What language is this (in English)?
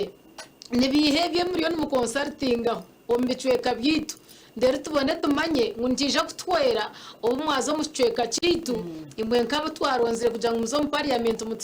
Nyankole